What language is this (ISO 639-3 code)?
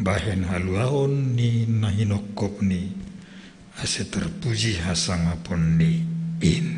bts